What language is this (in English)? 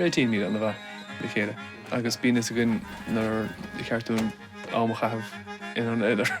Irish